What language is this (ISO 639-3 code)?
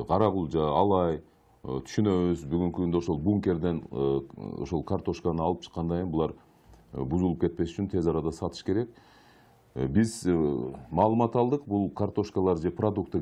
kir